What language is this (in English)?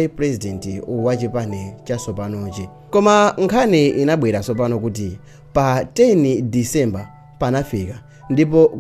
Nyanja